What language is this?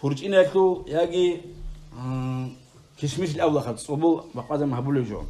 Avaric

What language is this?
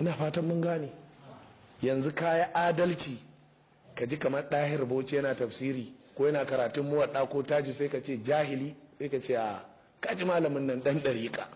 Hausa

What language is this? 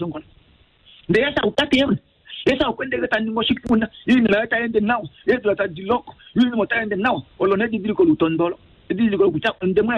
Kuanyama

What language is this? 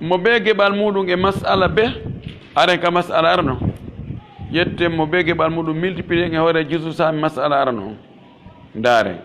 Pular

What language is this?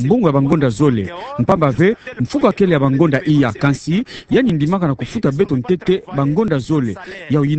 Kituba (Democratic Republic of Congo)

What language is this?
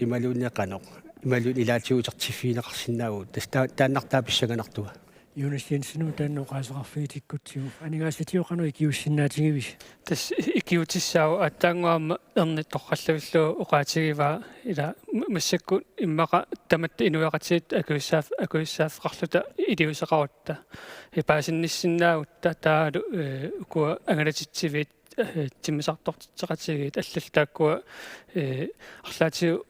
Kalaallisut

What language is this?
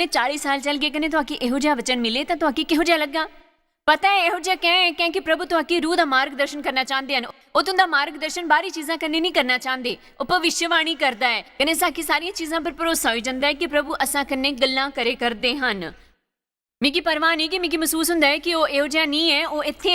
Dogri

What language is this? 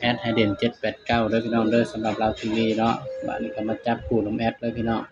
Northeastern Thai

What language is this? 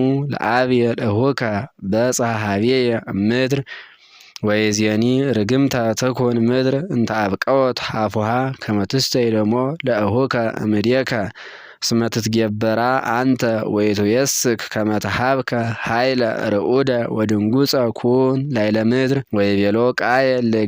Geez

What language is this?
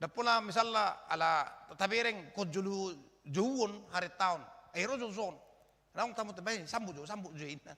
Batak Toba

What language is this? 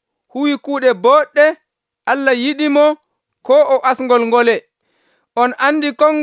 Nigerian Fulfulde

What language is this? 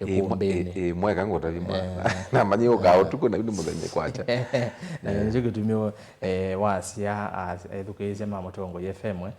Kamba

